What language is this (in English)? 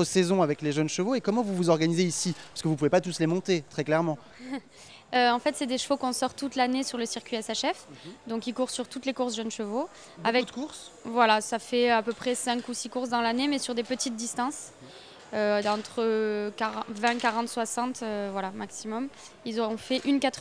French